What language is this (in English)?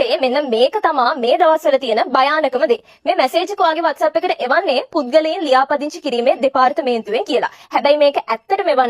Sinhala